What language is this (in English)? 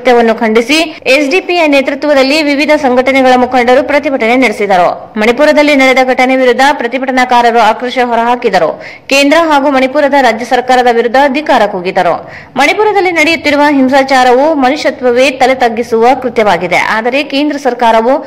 Kannada